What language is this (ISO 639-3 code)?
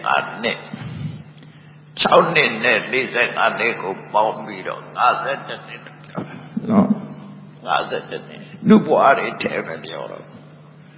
mya